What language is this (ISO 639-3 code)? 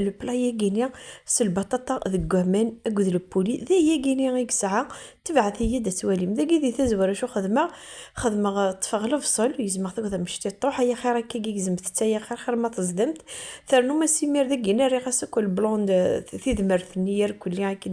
kab